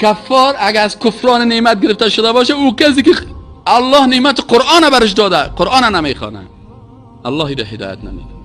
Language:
Persian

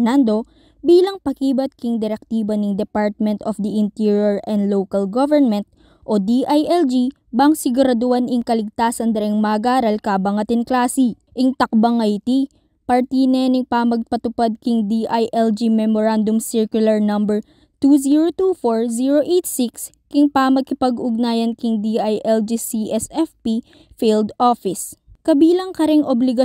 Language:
Pampanga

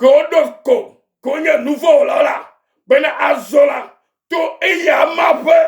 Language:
Ewe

